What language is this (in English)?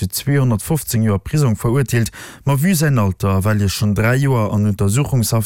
Luxembourgish